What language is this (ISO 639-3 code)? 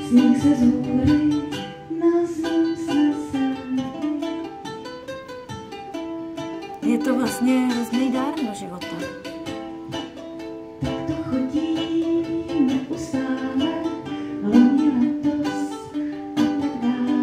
ces